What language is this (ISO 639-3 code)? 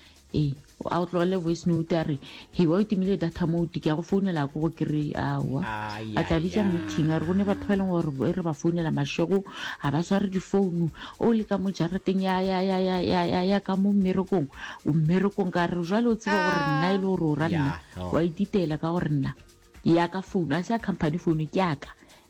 nso